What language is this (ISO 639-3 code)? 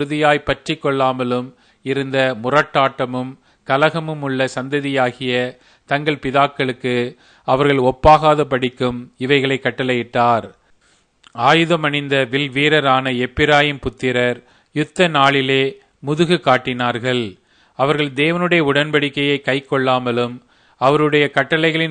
tam